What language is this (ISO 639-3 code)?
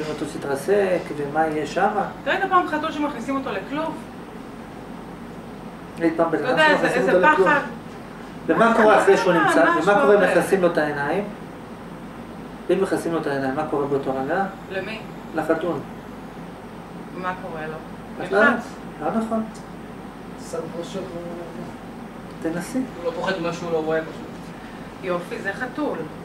heb